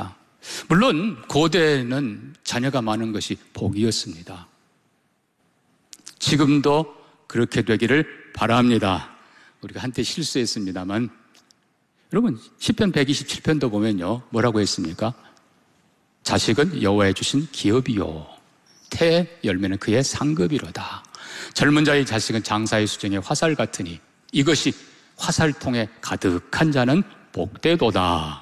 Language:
Korean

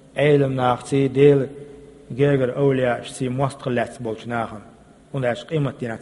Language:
Chechen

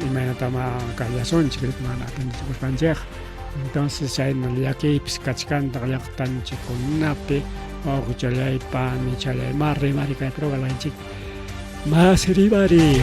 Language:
Ayacucho Quechua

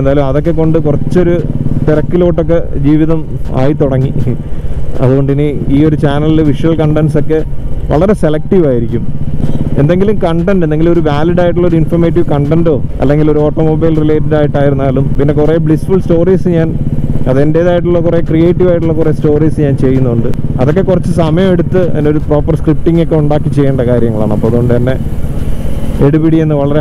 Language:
Malayalam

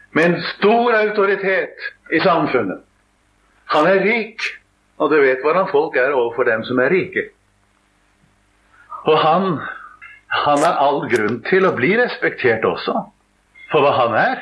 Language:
Norwegian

